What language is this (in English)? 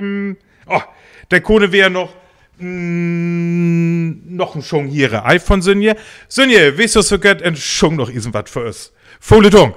Northern Frisian